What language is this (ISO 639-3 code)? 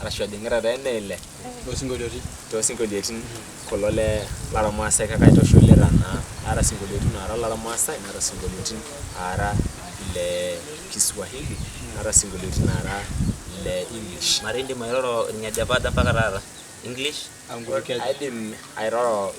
mas